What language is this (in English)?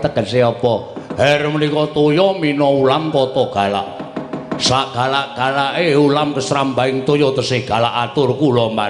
Javanese